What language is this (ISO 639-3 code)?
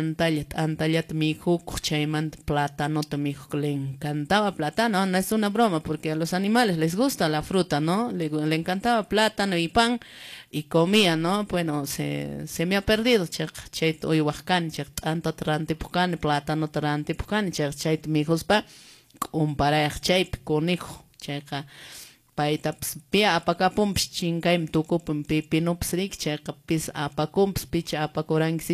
que